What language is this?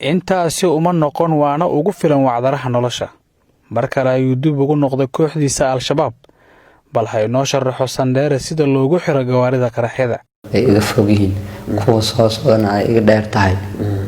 Somali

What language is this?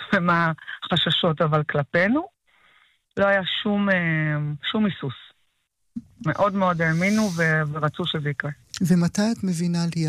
Hebrew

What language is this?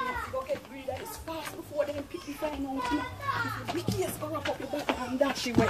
Jamaican Creole English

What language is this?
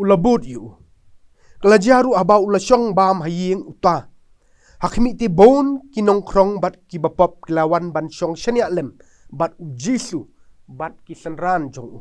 Khasi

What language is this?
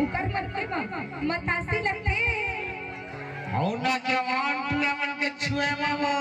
Chhattisgarhi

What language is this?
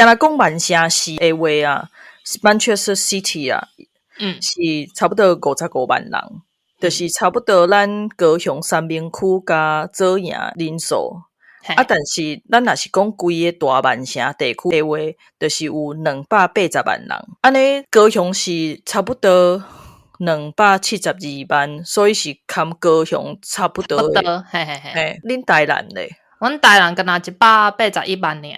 Min Nan Chinese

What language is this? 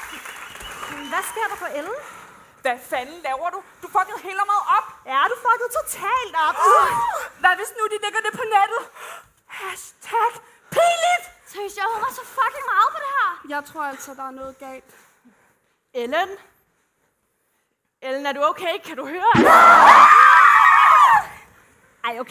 Danish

